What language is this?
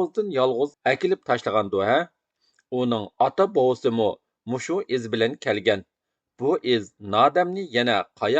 Uyghur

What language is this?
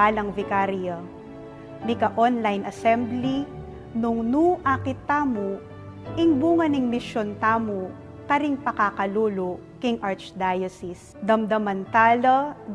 Pampanga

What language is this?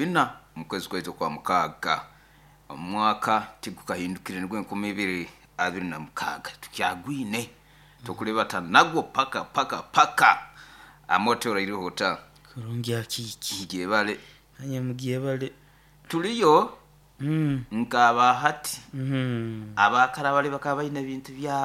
Nyoro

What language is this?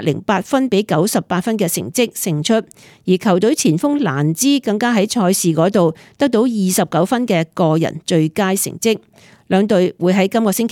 Cantonese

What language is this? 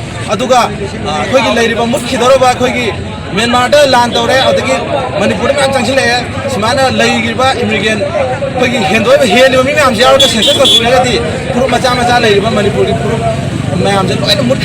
Manipuri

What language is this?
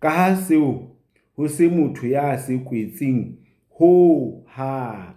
Southern Sotho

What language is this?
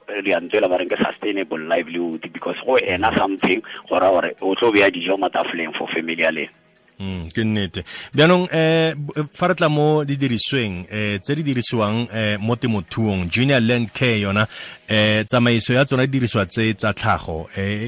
Tswana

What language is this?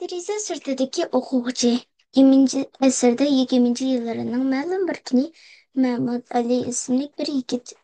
Uyghur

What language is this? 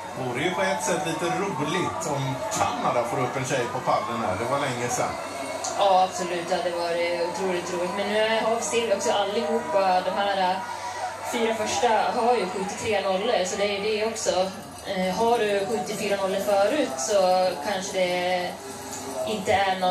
Swedish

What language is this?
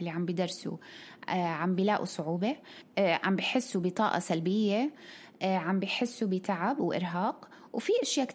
North Levantine Arabic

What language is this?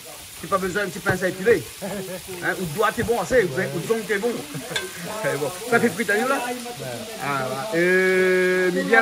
Réunion Creole French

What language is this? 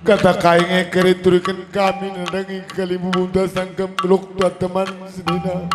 Batak Karo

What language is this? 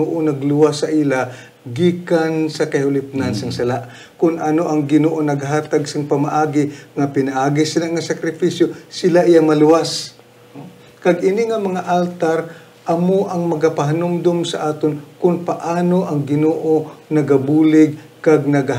Hiligaynon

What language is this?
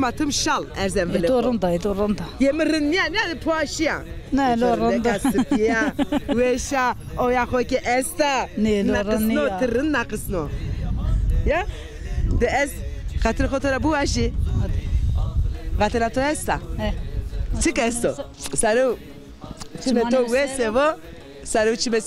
Zaza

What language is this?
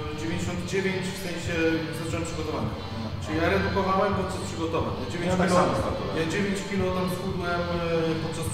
Polish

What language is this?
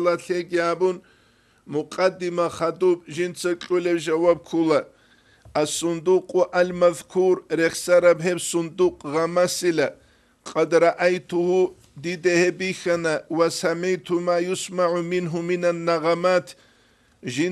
Avaric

